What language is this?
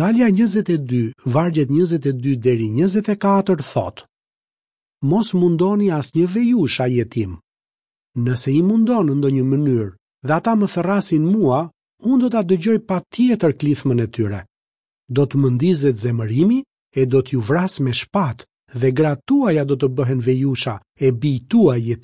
Albanian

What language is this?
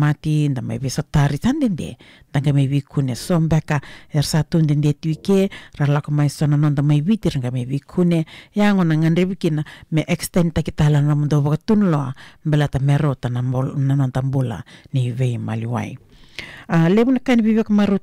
Fijian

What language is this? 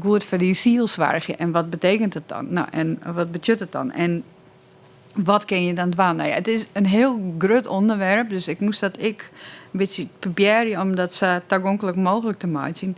Western Frisian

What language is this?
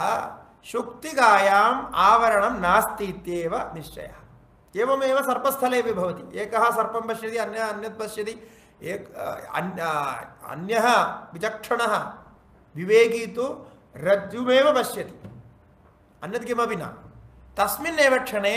Sanskrit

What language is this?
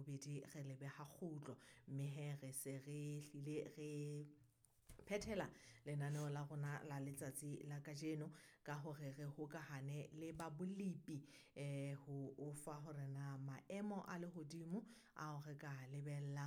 Southern Sotho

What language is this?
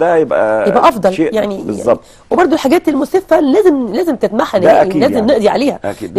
Egyptian Arabic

